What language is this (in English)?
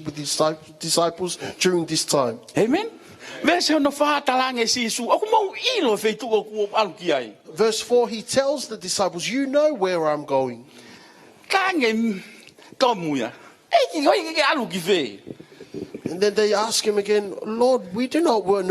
Tongan